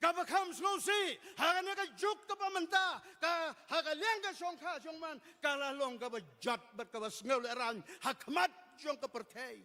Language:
Khasi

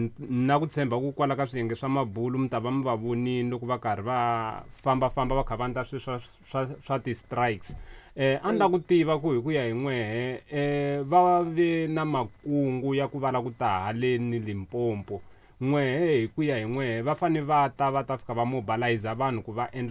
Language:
Tsonga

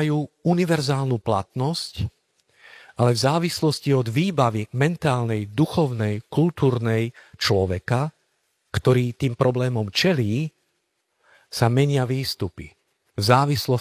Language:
Slovak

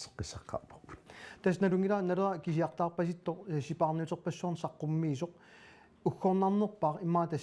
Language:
Kalaallisut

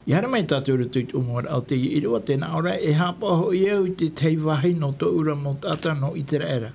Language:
Tahitian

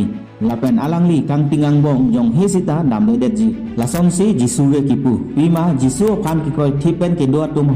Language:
Karbi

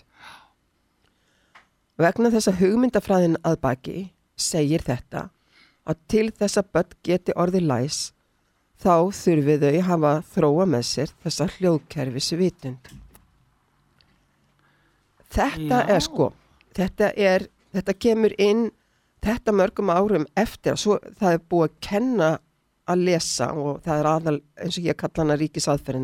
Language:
Icelandic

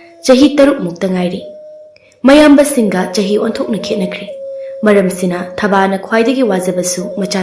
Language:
Manipuri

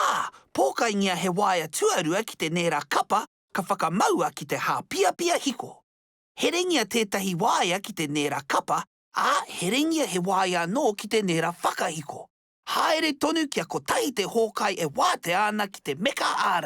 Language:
Māori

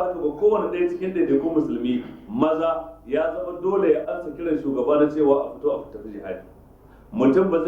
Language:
Hausa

